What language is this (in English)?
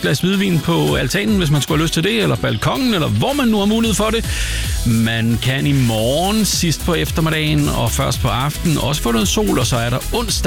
Danish